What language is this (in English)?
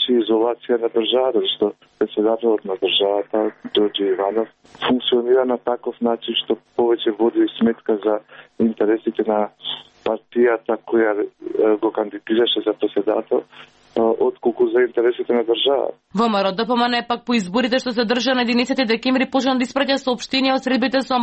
Macedonian